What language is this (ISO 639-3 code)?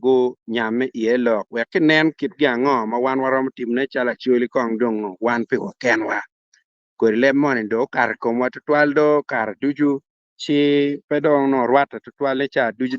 ach